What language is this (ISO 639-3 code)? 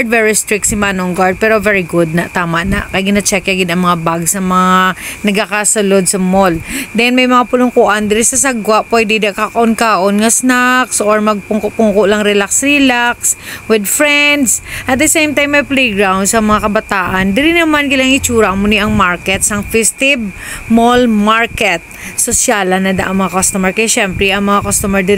hil